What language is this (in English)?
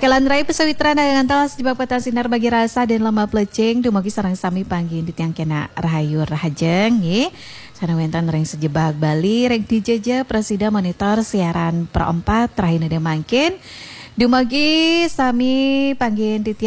Balinese